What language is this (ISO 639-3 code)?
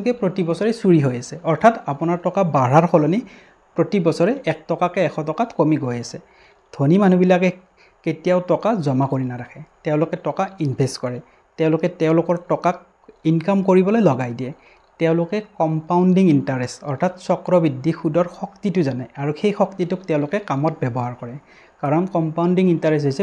asm